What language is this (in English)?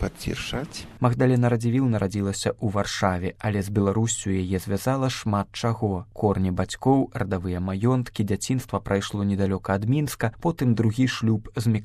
Belarusian